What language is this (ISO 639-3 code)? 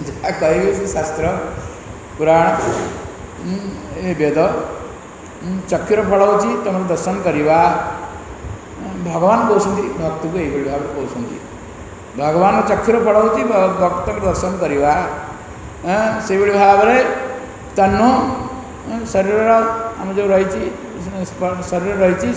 ori